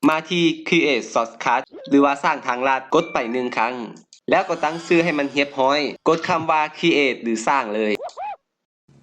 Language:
Lao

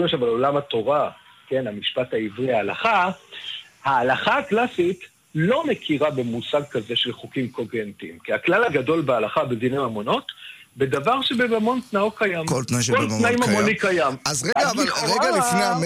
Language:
Hebrew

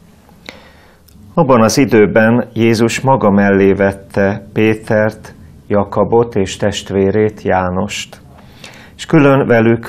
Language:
Hungarian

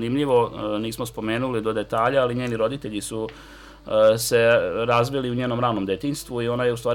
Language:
Serbian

